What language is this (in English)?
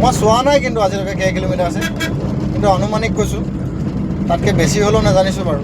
Assamese